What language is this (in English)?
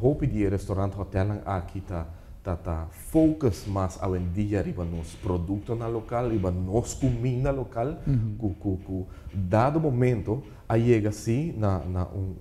Papiamento